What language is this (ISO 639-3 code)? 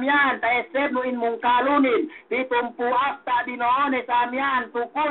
yka